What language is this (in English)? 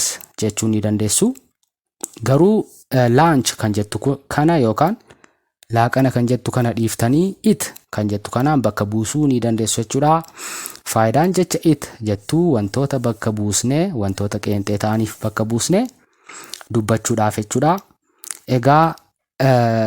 Oromo